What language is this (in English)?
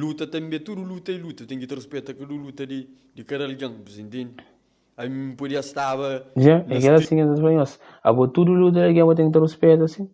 Kabuverdianu